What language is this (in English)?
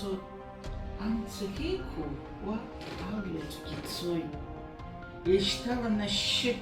Abkhazian